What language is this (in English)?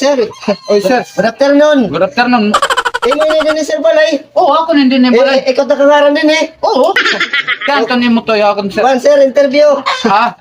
Waray